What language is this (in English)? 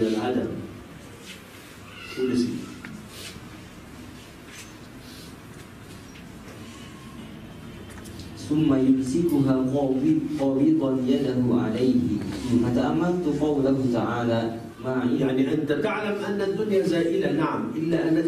Arabic